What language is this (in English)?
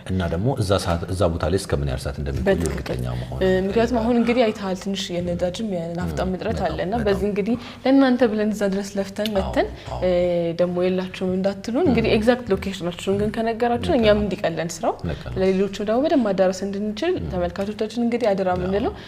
Amharic